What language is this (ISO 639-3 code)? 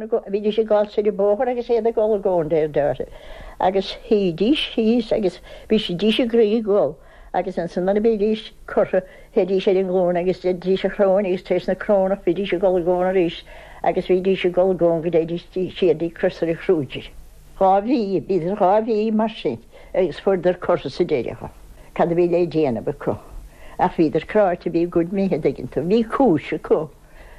gle